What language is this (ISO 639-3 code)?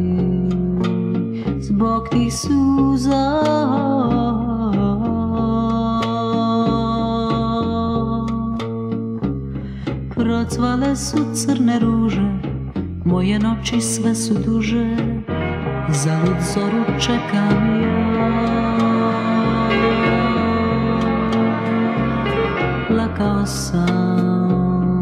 hrv